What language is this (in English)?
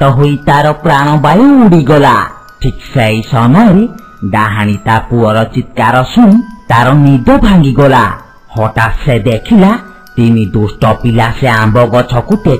Odia